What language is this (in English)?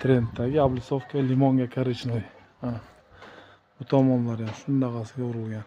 Uzbek